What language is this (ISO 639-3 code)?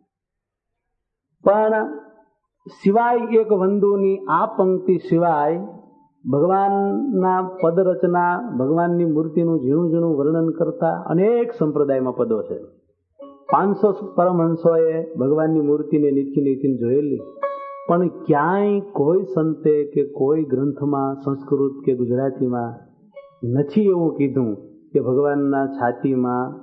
guj